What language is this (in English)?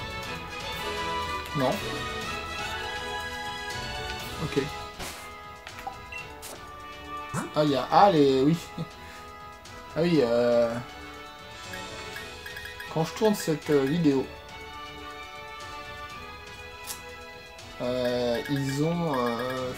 French